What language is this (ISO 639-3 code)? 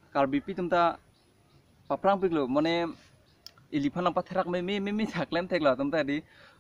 mjw